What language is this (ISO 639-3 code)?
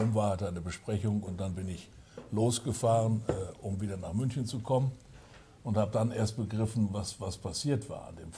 deu